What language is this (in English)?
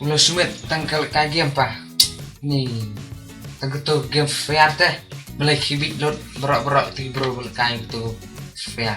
Khasi